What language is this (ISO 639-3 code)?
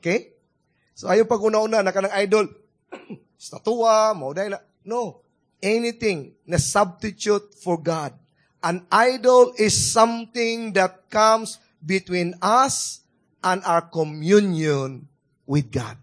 ceb